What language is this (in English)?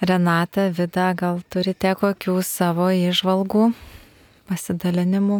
Lithuanian